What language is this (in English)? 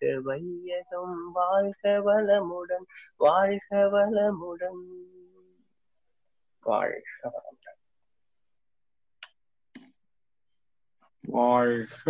Tamil